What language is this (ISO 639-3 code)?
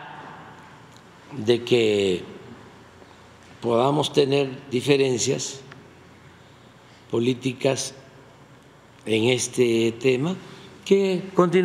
spa